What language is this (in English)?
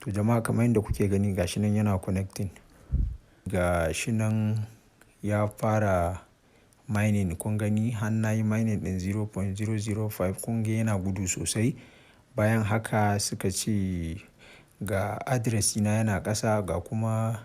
Hausa